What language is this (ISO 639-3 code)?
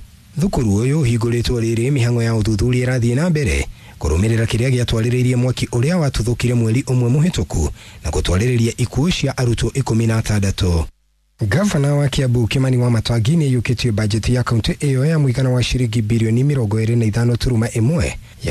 kik